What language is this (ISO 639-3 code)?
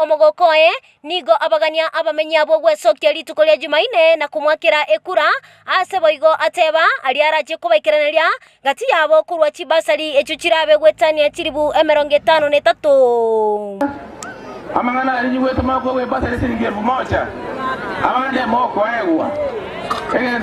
guz